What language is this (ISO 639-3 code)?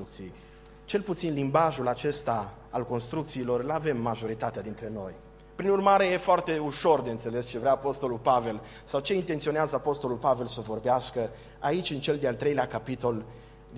ron